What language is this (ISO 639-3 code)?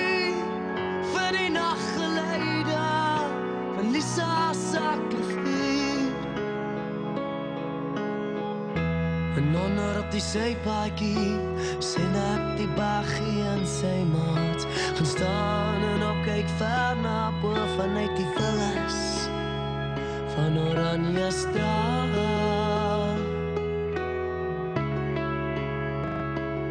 afr